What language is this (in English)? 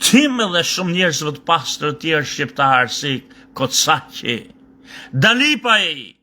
Albanian